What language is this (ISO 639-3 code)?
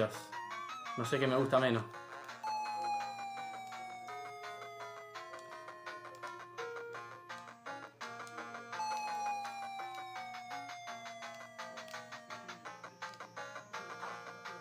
spa